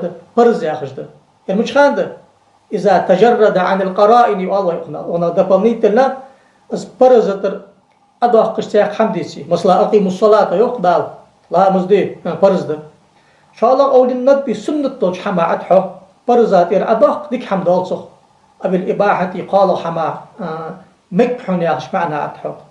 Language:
Ingush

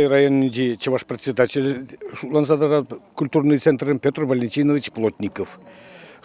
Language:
Chuvash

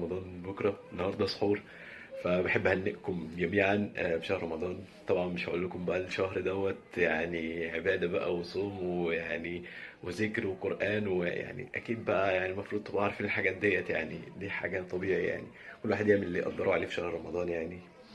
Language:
Egyptian Arabic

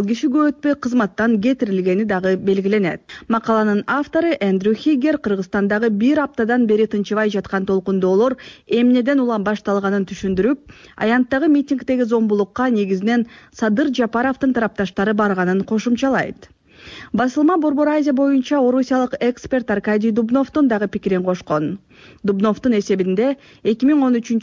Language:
Kyrgyz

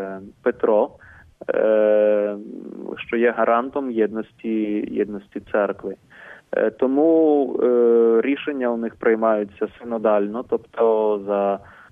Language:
Ukrainian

